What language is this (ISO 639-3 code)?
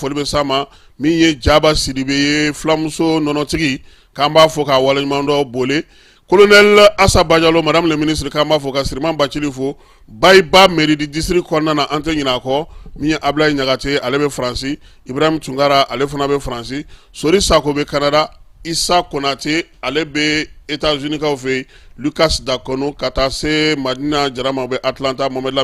bam